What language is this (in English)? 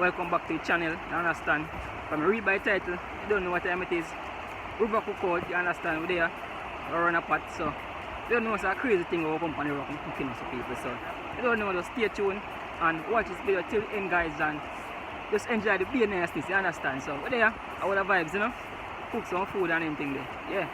Jamaican Creole English